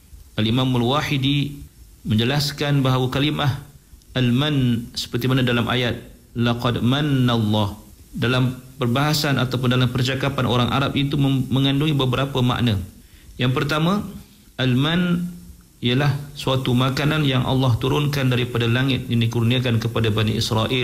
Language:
Malay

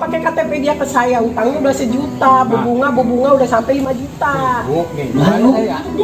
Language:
Betawi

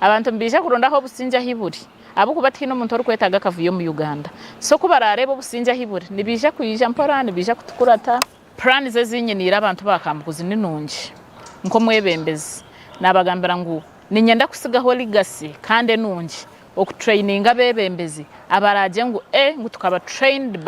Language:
Nyankole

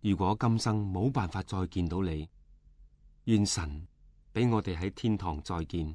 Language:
Cantonese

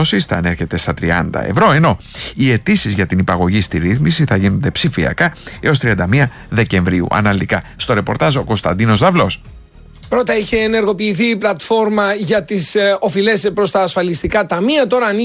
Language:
Greek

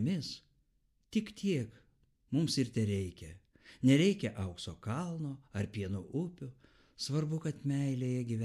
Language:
Lithuanian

